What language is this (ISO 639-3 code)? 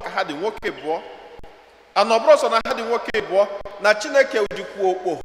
ibo